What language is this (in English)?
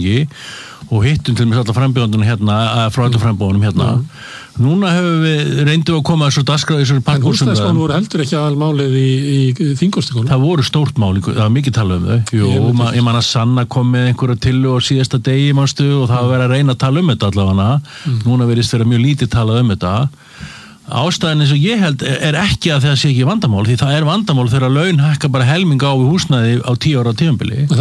Icelandic